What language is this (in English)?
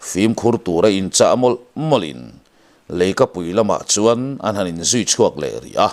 Mizo